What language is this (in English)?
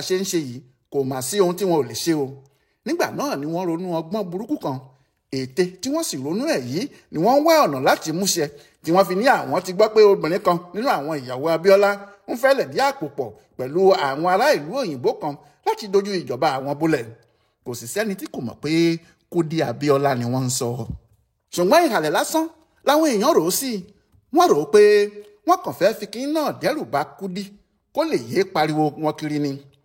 Yoruba